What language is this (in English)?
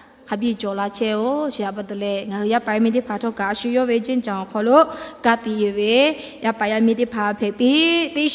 Lahu